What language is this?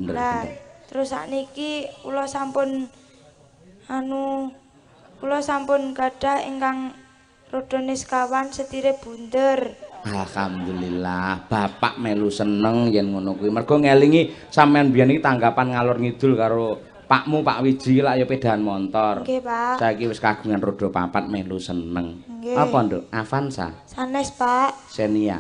Javanese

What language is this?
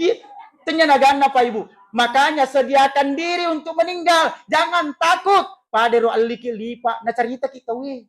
Buginese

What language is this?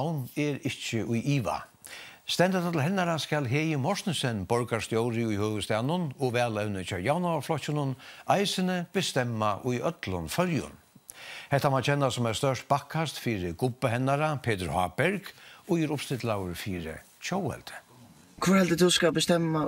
Faroese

